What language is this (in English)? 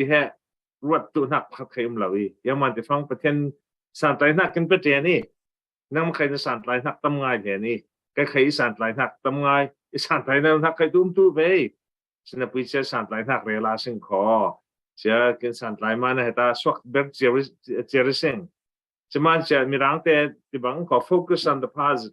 Falam Chin